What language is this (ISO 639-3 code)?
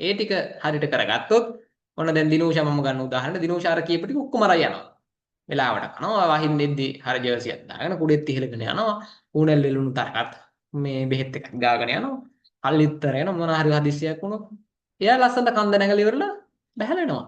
sin